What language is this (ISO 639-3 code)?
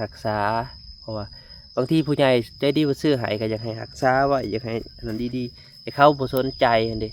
lao